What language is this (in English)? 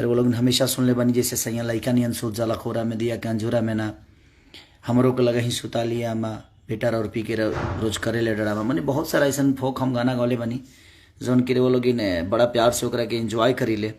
Bhojpuri